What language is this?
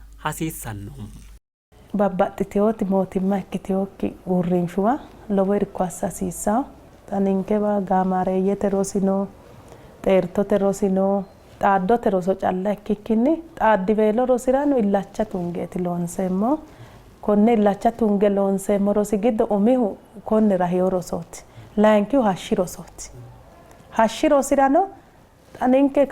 Sidamo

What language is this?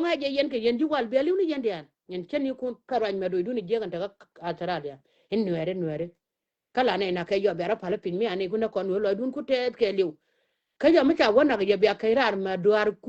Nuer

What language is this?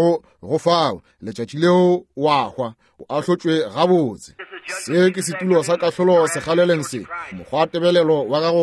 Northern Sotho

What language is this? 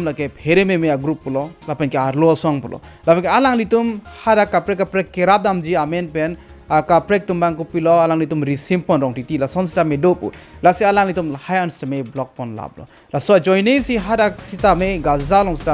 Karbi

